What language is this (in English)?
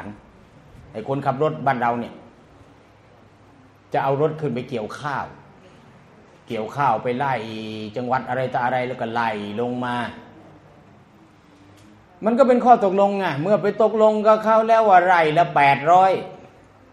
Thai